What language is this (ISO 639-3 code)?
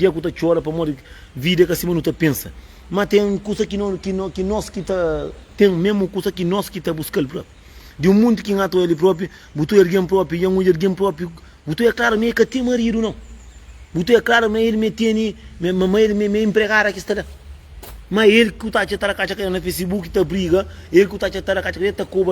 kea